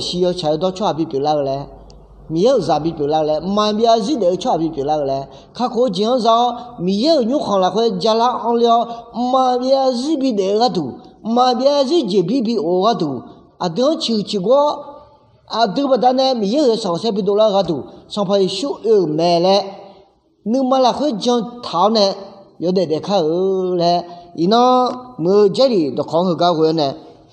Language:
Akha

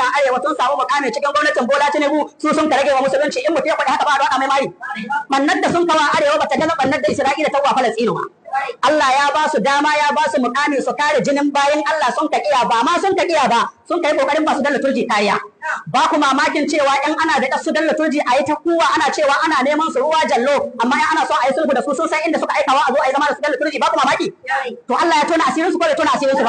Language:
Hausa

